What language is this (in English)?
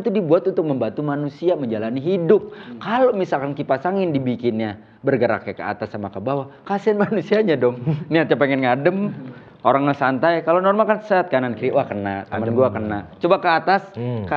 Indonesian